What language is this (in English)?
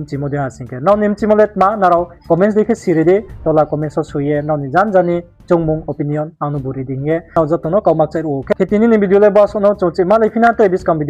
Riang (India)